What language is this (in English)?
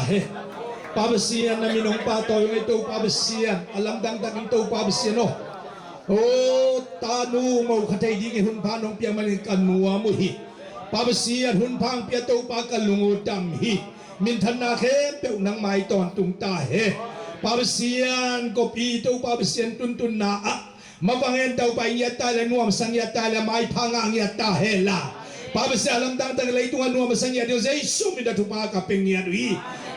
Tedim Chin